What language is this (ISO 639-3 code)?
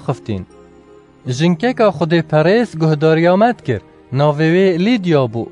kur